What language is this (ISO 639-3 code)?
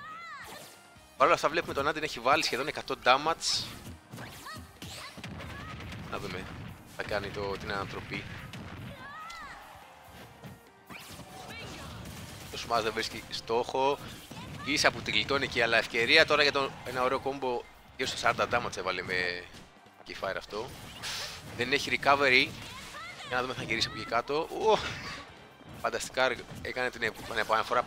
ell